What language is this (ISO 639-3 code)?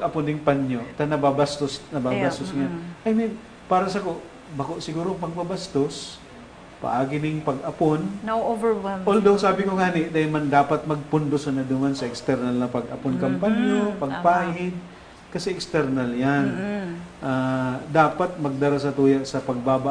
bik